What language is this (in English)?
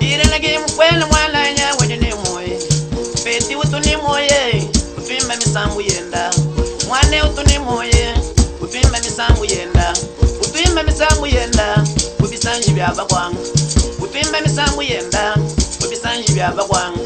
Luba-Lulua